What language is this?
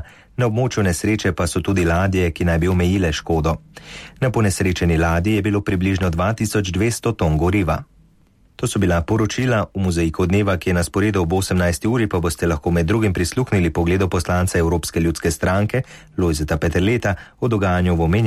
Slovenian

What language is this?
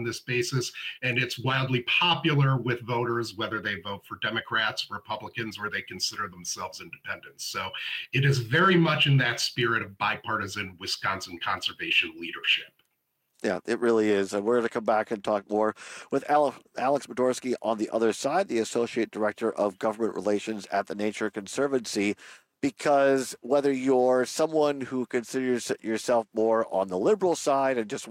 English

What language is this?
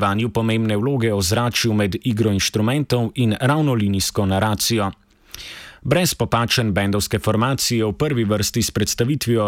Slovenian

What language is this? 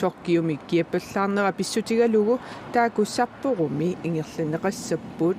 Kalaallisut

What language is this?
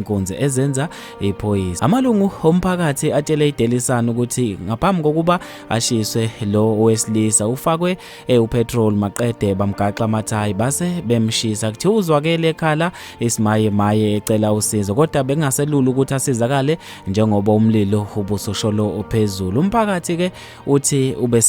Zulu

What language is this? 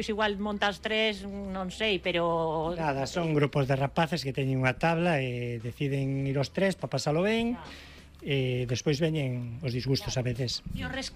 Galician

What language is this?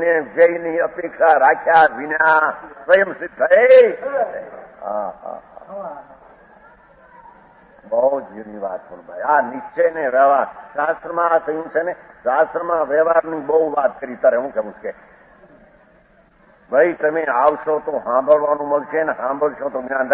Gujarati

